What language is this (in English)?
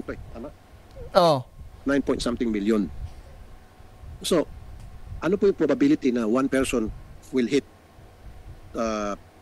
Filipino